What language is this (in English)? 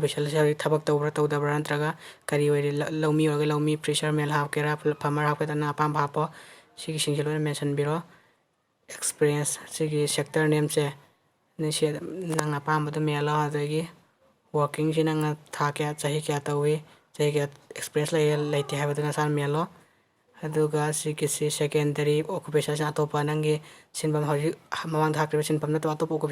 Manipuri